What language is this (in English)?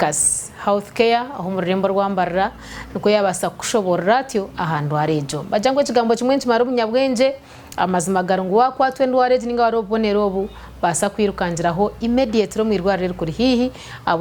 Nyankole